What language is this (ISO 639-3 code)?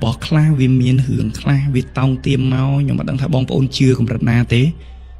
khm